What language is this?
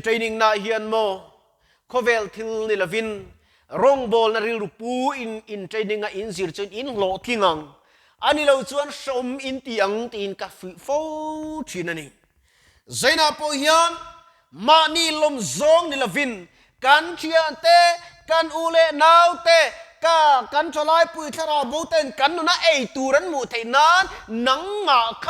Mizo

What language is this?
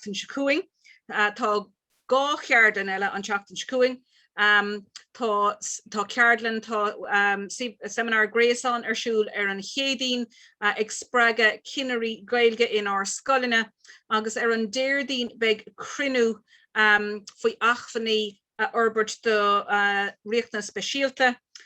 Irish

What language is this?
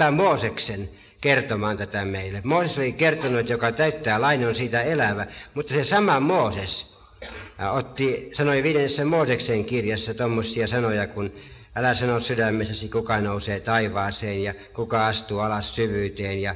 Finnish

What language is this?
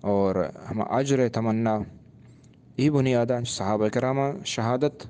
Eastern Balochi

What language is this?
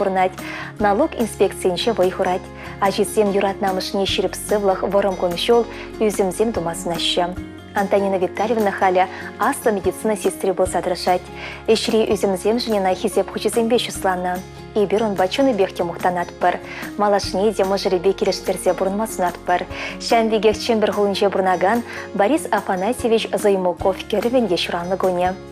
Chuvash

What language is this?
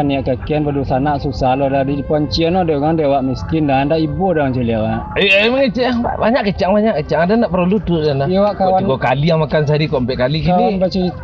Minangkabau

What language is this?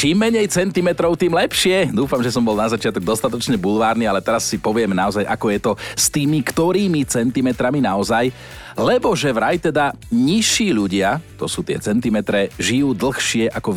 Slovak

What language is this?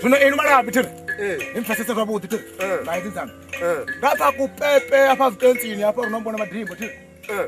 Venda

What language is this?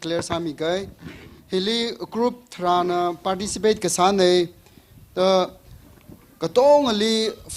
Tangkhul Naga (India)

